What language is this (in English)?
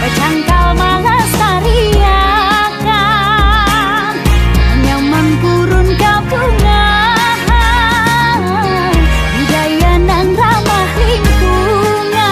Banjar